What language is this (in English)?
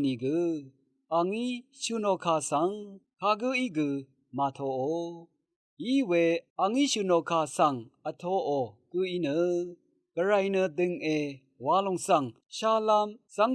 Rawang